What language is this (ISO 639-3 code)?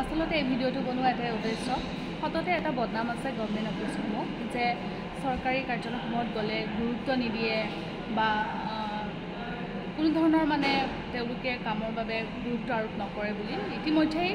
asm